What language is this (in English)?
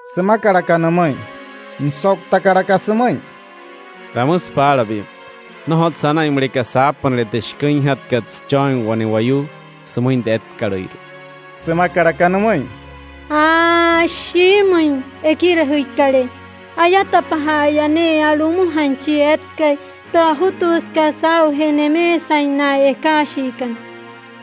Wayuu